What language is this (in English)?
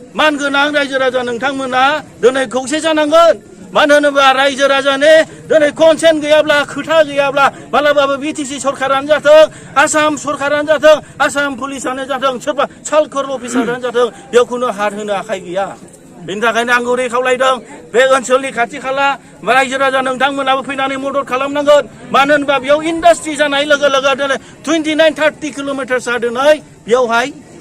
Bodo